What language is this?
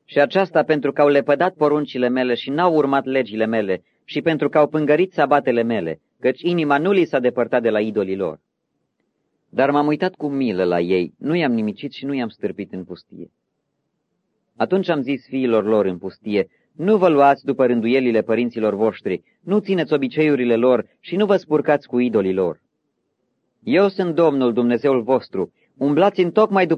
Romanian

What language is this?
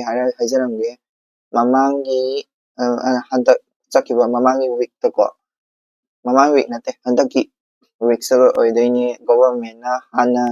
Manipuri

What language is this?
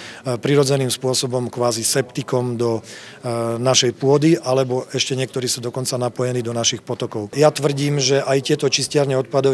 Slovak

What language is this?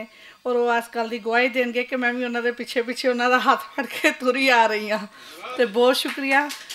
Western Panjabi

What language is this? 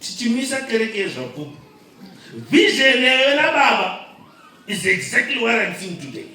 Shona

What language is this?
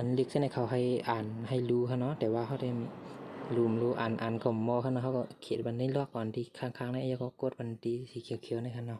Shan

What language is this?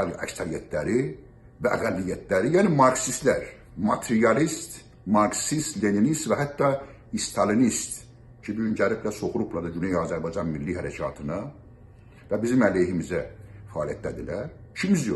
South Azerbaijani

